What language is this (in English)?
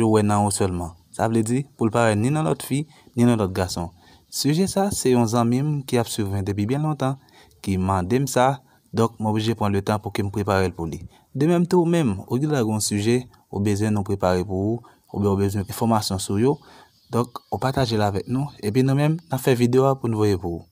Haitian Creole